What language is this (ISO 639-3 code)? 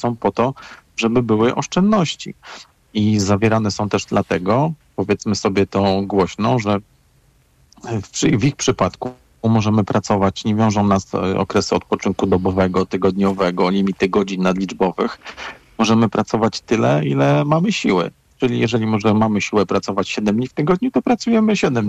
pol